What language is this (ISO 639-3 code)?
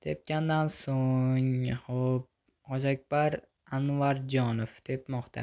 uzb